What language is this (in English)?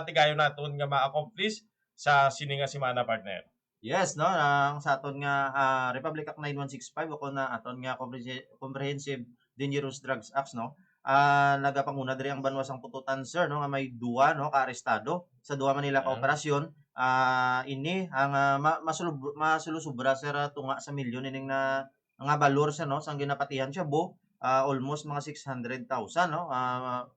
Hiligaynon